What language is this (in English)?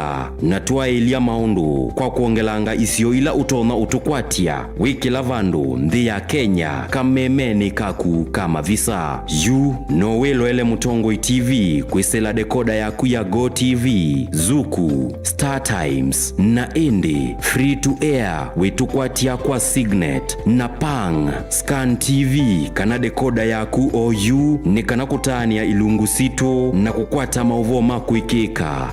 Kamba